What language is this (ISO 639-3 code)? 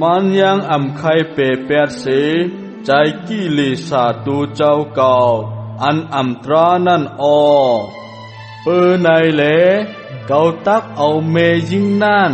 shn